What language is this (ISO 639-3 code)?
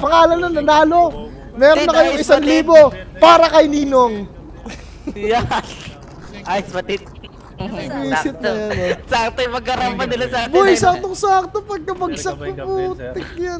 fil